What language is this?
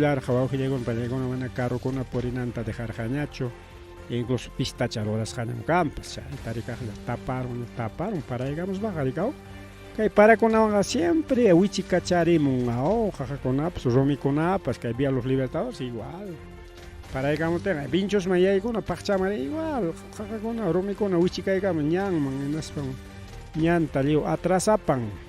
Ayacucho Quechua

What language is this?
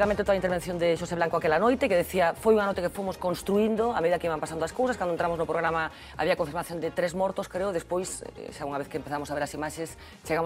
Galician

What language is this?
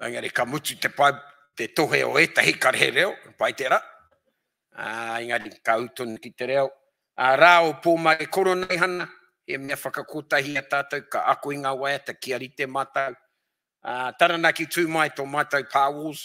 Māori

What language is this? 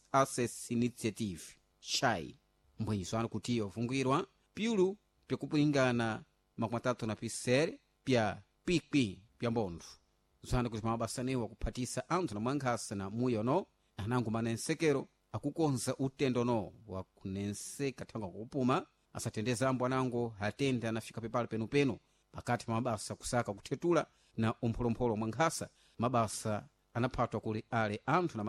Sena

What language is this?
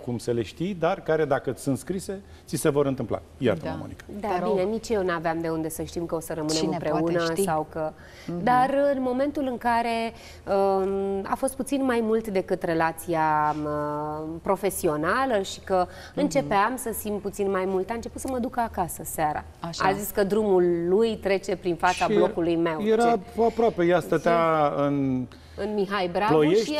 Romanian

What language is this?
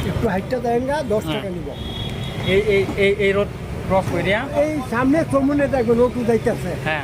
Riang (India)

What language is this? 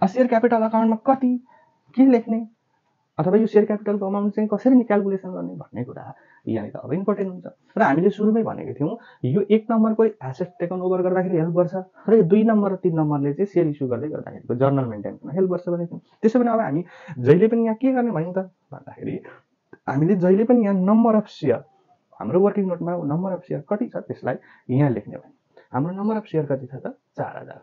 Nepali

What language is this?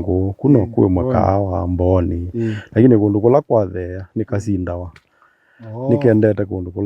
Kamba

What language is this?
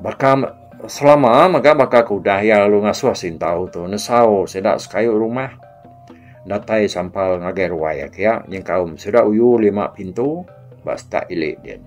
Iban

